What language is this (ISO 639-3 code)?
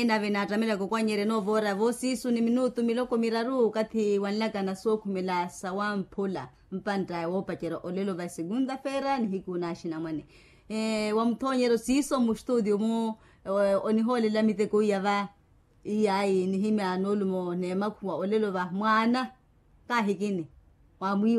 vmw